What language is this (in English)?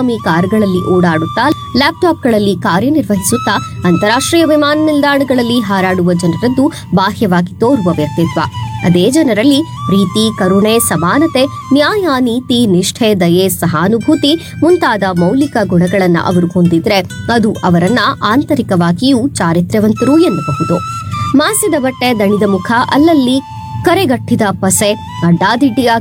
Kannada